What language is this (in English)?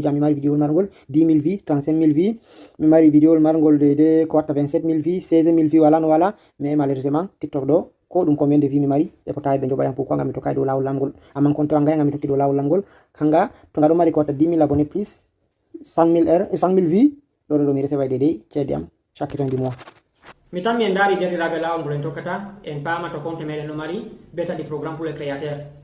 Fula